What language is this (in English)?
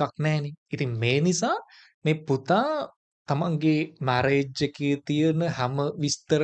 Sinhala